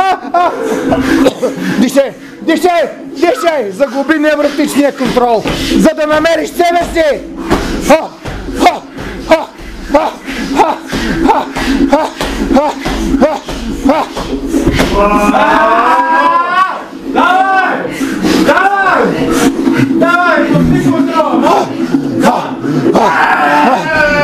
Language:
Bulgarian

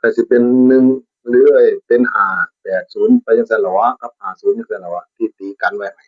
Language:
Northeastern Thai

